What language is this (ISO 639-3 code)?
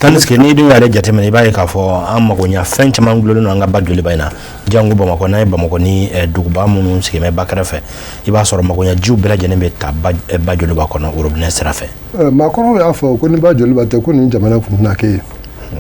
bam